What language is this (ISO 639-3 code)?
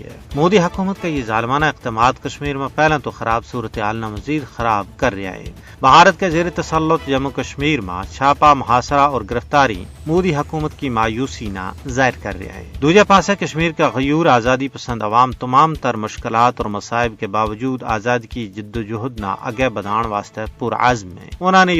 gju